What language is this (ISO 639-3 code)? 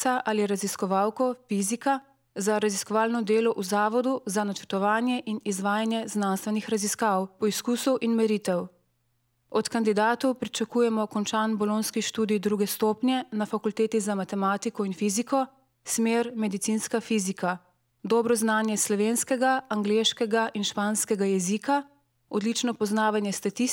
slv